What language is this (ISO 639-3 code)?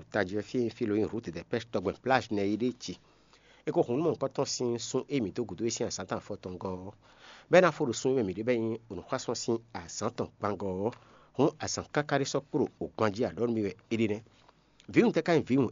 fon